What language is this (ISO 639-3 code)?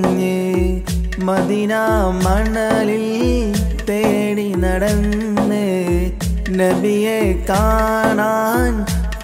mal